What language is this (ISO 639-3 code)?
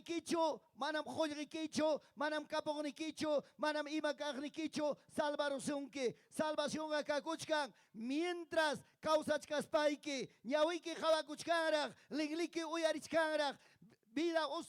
quy